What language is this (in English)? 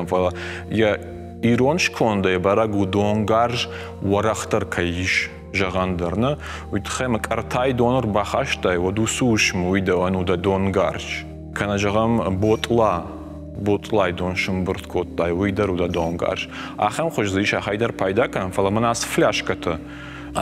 Ossetic